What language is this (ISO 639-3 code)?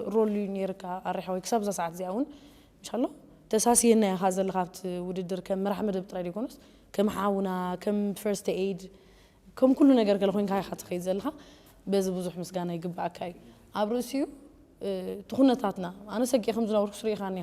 tir